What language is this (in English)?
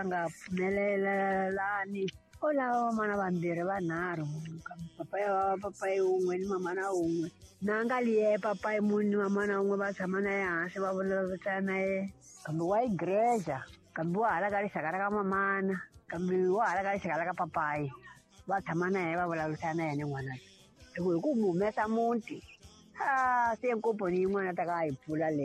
Tsonga